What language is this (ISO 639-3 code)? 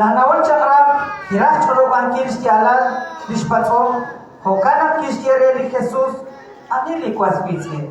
kek